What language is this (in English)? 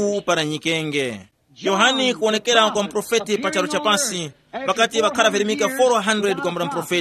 Tumbuka